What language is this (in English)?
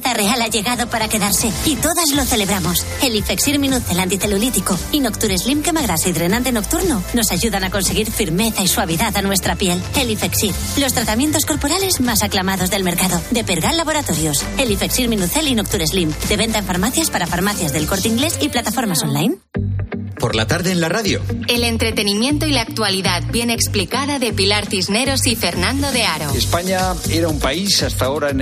Spanish